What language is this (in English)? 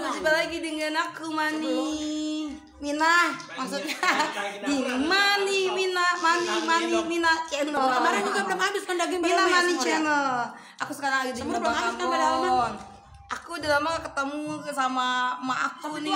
Betawi